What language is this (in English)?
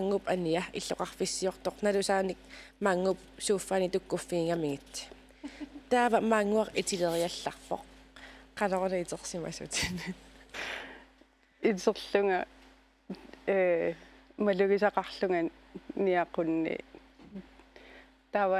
Kalaallisut